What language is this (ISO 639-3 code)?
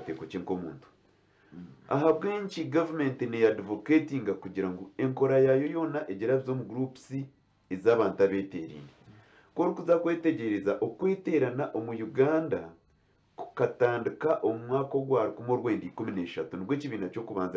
nyn